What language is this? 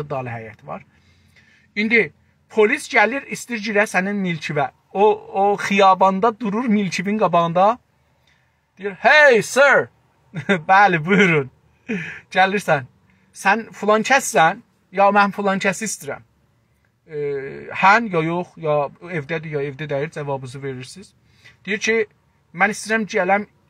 South Azerbaijani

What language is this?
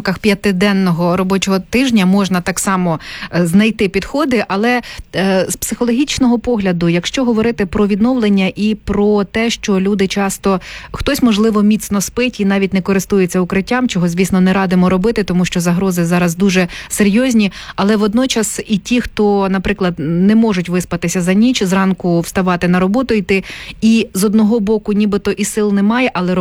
Ukrainian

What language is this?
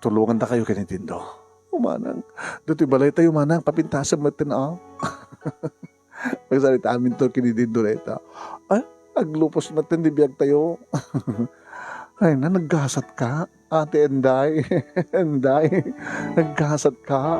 Iloko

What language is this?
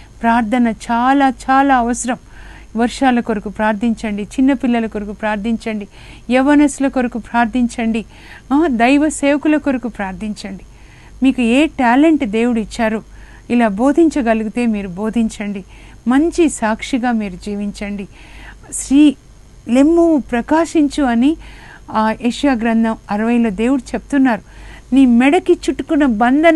Telugu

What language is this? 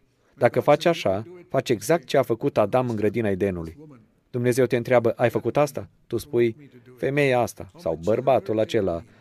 Romanian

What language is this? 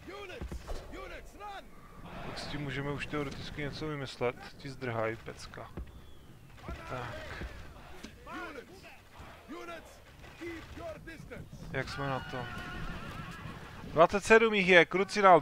Czech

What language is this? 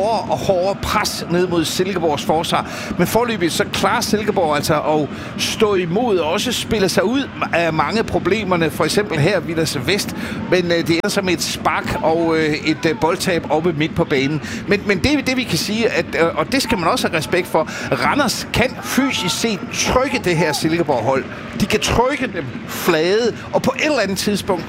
Danish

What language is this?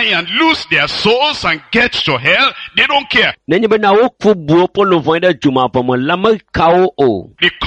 Ewe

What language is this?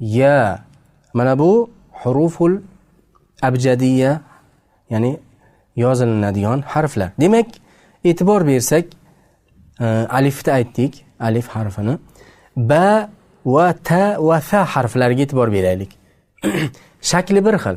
Uzbek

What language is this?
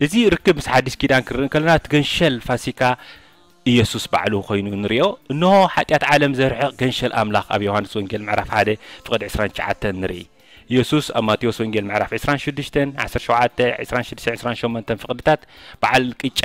Tigrinya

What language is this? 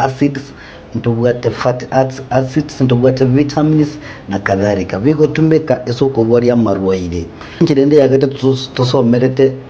Gusii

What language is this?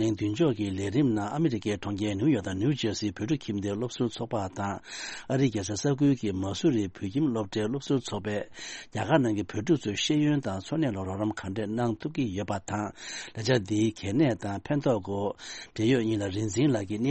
Tibetan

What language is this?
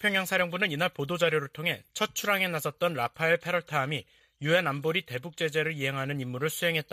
Korean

